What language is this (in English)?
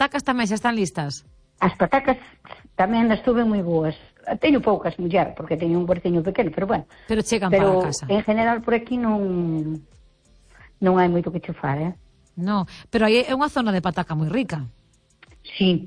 Galician